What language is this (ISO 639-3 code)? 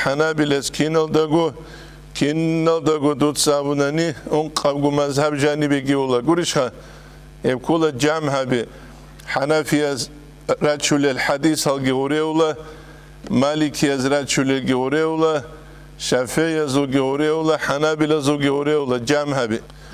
ava